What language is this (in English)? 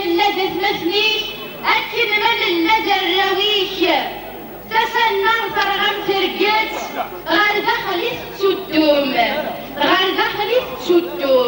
Kabyle